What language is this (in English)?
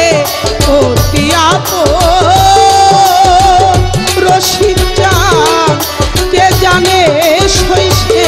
Bangla